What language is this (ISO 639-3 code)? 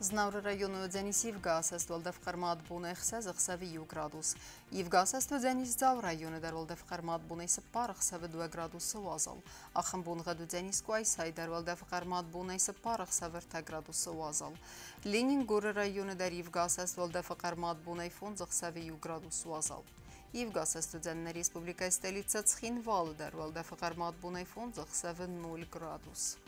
oss